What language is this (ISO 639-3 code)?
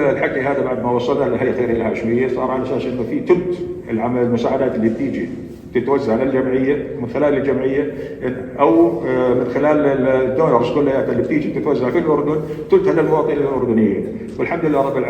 apc